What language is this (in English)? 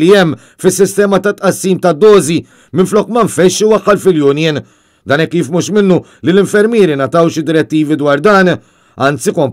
Maltese